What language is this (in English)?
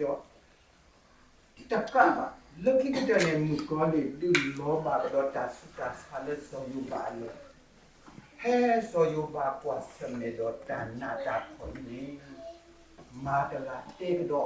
S'gaw Karen